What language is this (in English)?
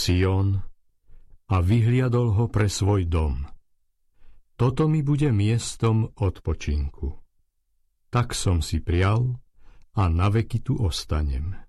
Slovak